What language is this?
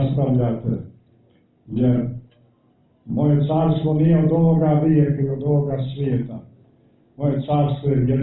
Serbian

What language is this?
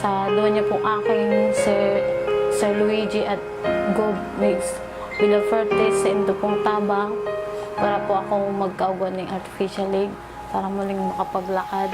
Bikol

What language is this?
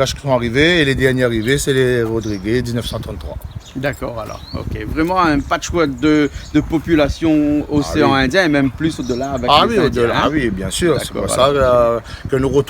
Réunion Creole French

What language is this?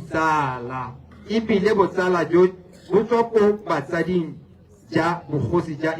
Tswana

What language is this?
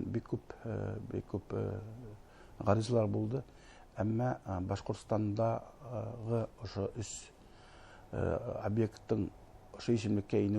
Bashkir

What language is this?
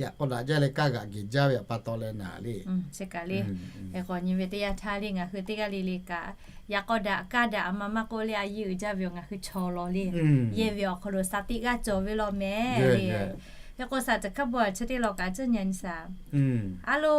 Lahu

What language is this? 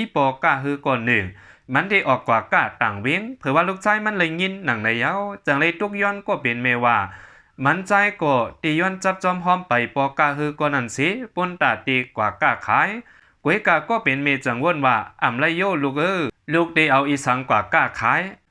Shan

